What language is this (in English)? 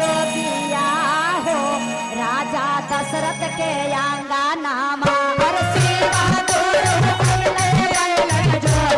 Magahi